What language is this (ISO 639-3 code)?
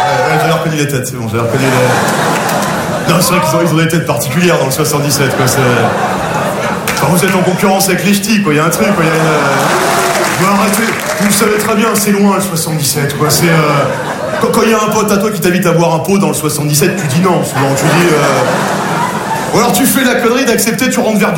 fra